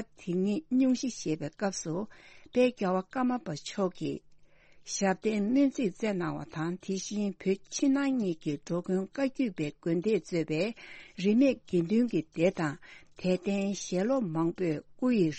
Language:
Tibetan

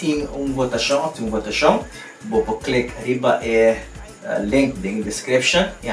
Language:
Papiamento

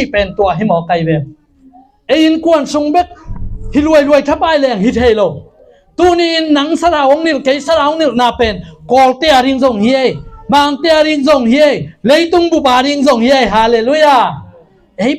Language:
Tedim Chin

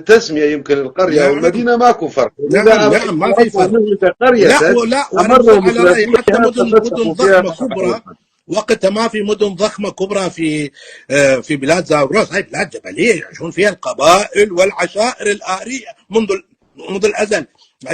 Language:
North Levantine Arabic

